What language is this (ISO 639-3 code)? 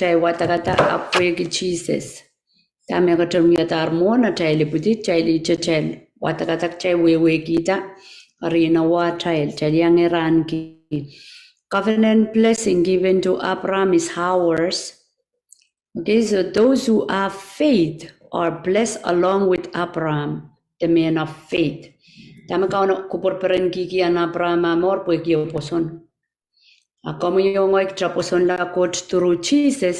pon